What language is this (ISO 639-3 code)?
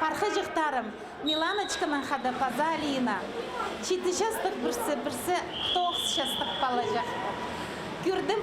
kjh